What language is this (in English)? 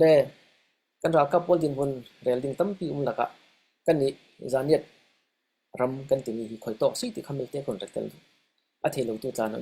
Falam Chin